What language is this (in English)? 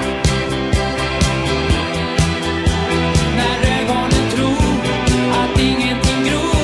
Swedish